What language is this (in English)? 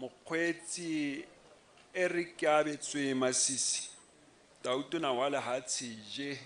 Tswana